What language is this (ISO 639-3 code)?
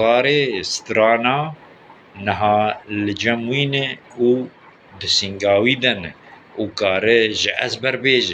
kur